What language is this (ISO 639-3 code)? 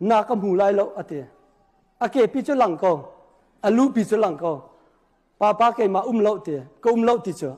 cnh